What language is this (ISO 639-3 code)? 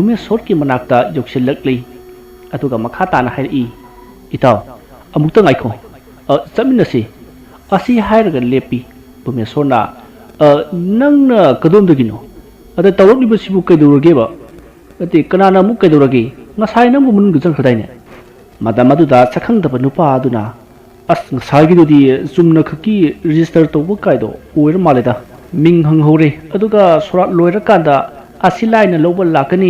mni